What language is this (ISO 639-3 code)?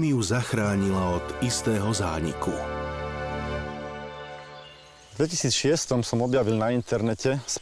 slk